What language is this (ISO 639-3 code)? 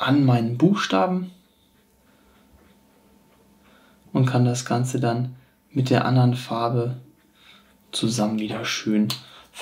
deu